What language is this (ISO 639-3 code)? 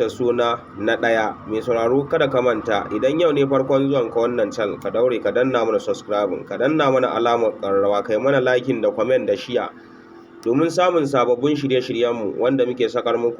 hau